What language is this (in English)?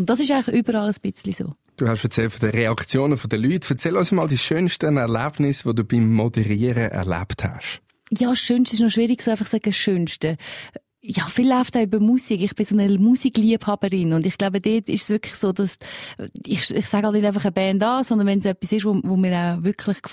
Swiss German